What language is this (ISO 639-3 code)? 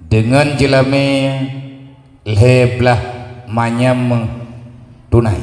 ace